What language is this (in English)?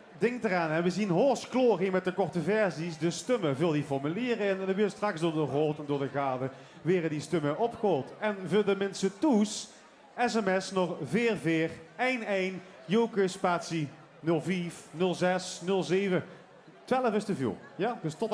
Limburgish